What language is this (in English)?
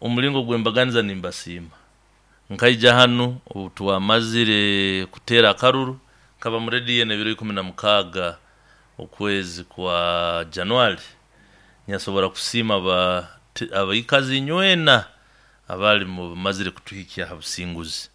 Nyankole